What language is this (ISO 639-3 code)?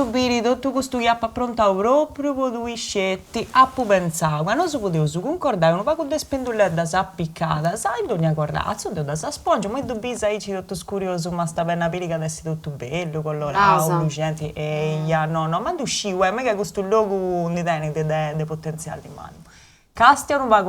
srd